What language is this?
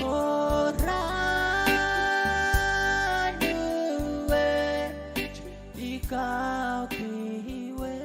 Pohnpeian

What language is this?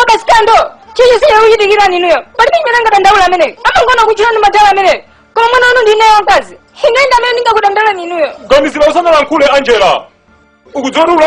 Nyanja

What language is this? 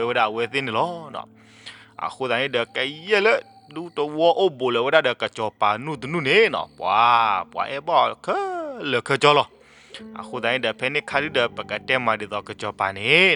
S'gaw Karen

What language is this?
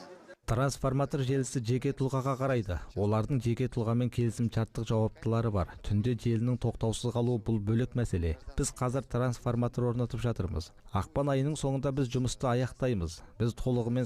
Kazakh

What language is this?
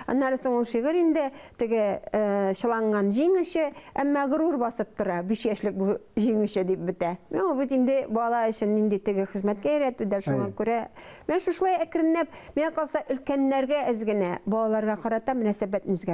Tatar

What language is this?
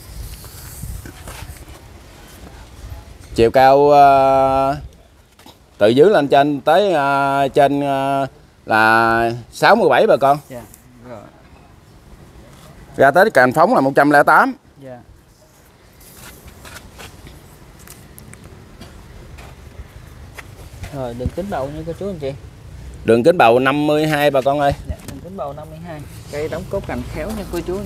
Vietnamese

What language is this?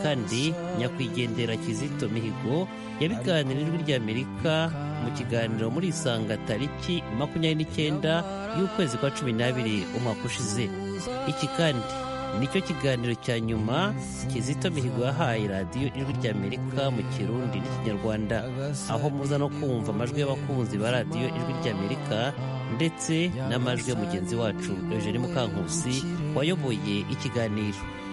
Kinyarwanda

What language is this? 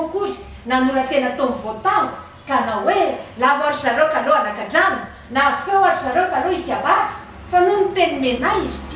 Malagasy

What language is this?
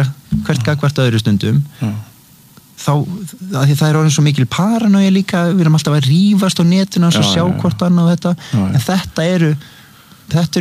Icelandic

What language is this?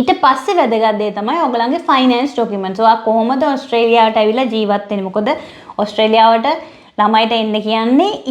Sinhala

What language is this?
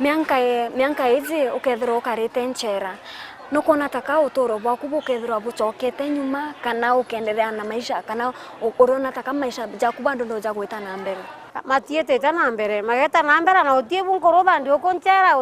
Meru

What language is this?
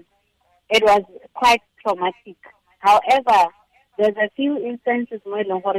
Tswana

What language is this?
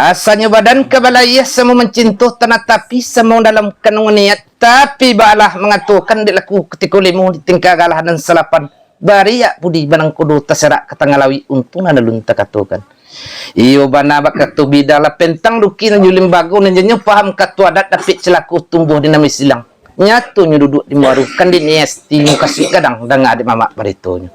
Minangkabau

